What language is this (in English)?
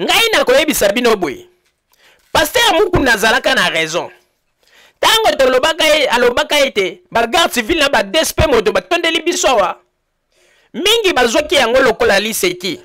Lingala